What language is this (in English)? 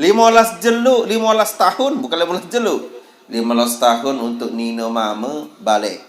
Sasak